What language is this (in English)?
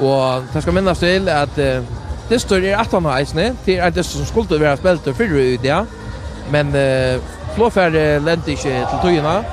Faroese